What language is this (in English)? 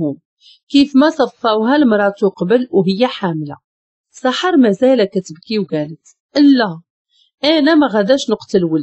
Moroccan Arabic